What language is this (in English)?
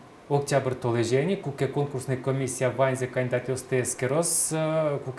Udmurt